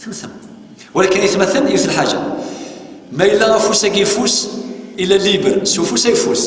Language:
Kabyle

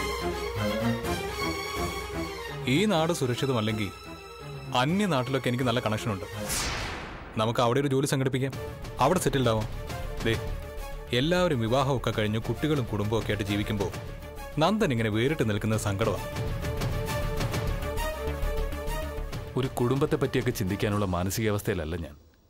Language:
Malayalam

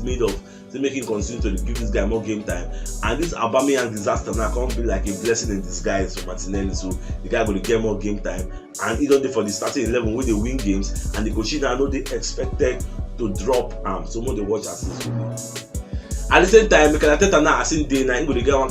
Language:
Nigerian Pidgin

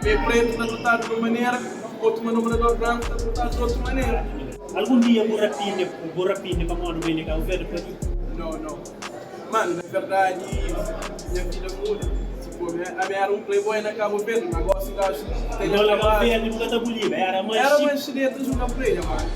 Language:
Kabuverdianu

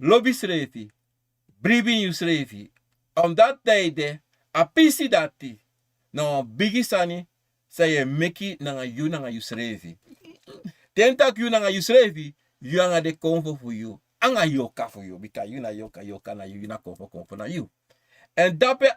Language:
Sranan Tongo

